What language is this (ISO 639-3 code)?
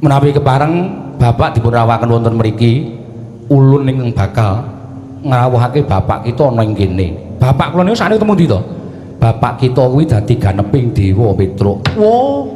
jav